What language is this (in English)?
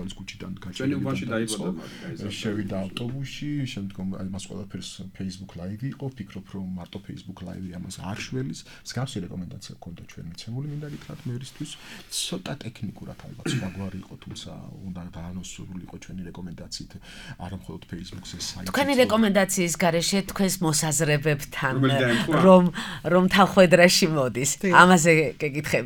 Georgian